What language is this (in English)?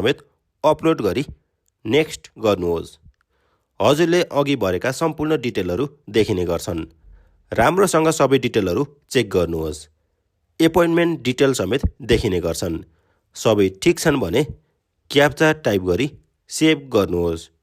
Nepali